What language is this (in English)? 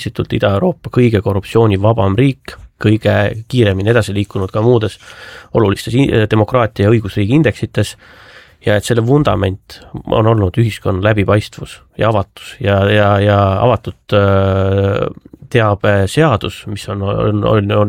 Estonian